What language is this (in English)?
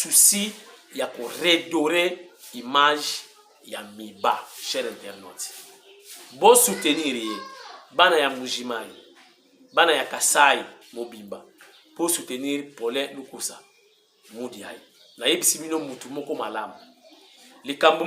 Lingala